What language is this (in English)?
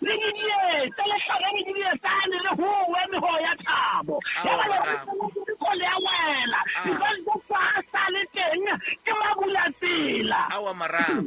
Southern Sotho